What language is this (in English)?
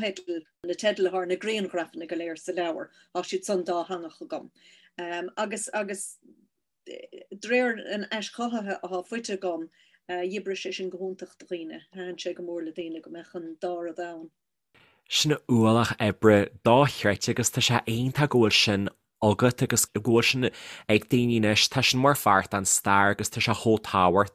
Irish